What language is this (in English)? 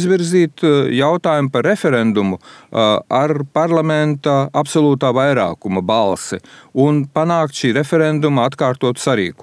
Latvian